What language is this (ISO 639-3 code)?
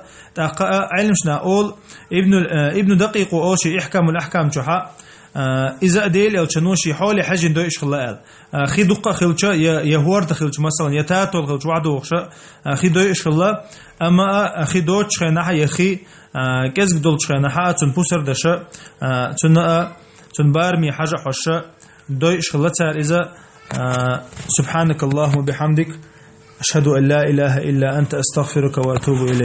che